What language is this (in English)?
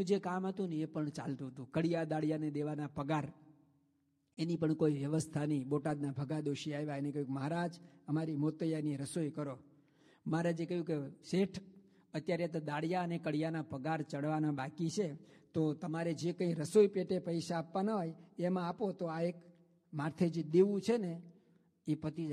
Gujarati